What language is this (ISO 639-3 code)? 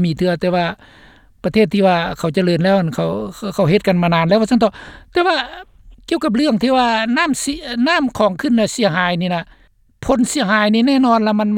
lao